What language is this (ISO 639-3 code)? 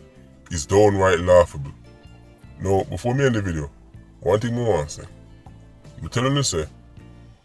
jam